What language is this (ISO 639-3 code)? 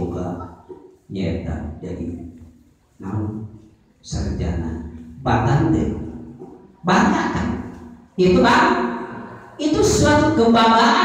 sun